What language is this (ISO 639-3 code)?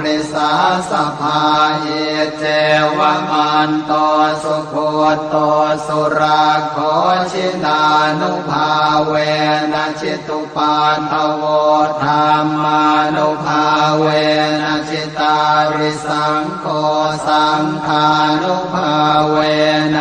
pli